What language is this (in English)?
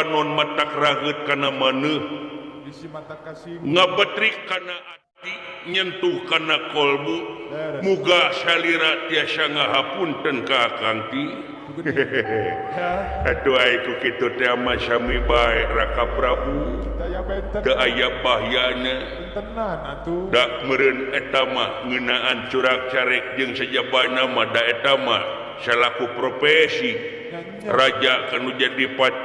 Sundanese